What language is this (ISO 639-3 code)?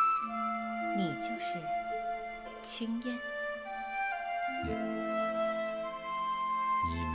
zho